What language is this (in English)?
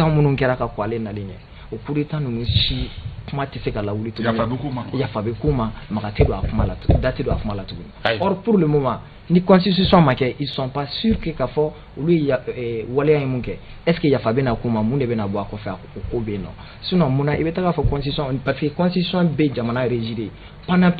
Bambara